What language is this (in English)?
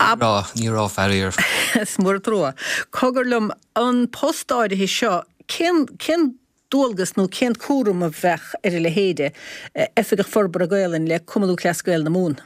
Irish